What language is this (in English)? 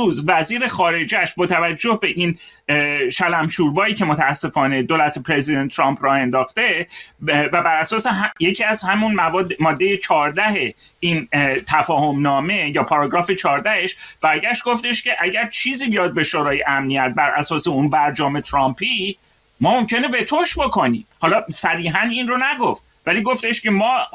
Persian